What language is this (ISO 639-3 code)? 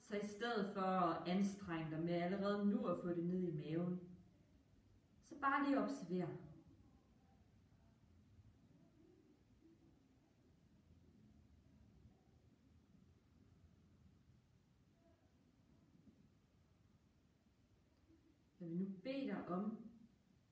dan